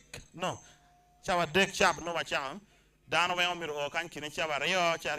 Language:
Acoli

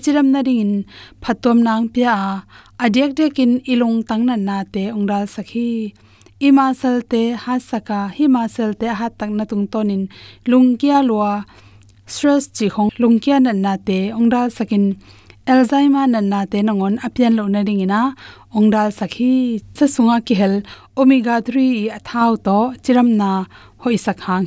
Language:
Tedim Chin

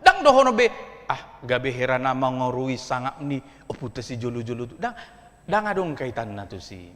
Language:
Batak Toba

